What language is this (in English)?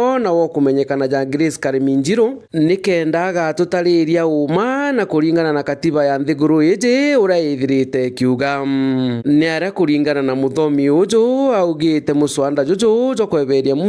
Meru